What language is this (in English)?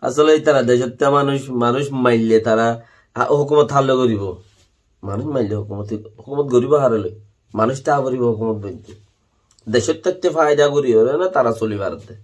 Rohingya